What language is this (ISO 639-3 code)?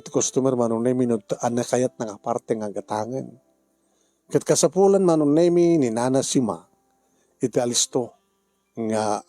ilo